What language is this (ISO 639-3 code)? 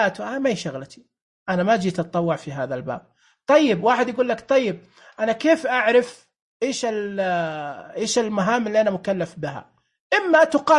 ars